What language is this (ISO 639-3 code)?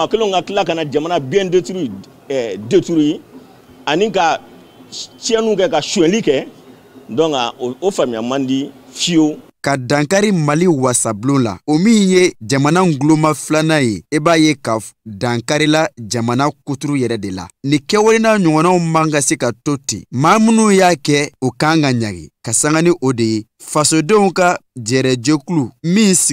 bam